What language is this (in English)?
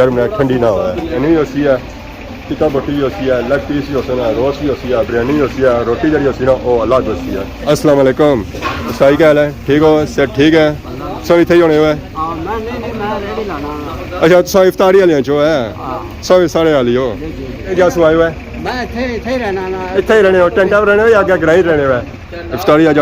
Pahari-Potwari